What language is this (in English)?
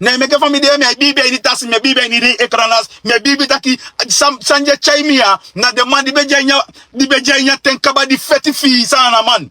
Sranan Tongo